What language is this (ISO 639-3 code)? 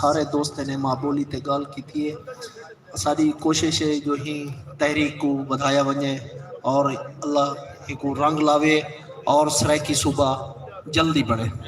skr